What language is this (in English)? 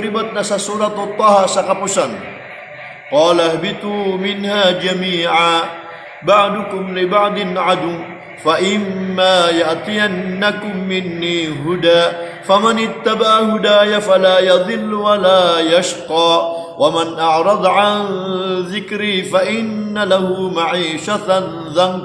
Maranao